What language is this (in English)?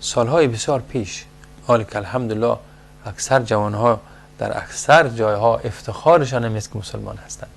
Persian